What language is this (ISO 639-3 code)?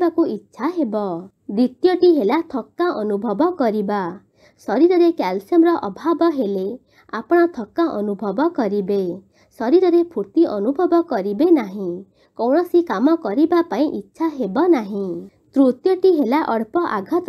ori